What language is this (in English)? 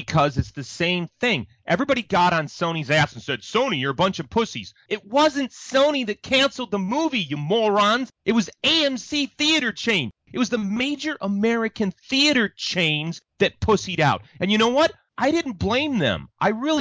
English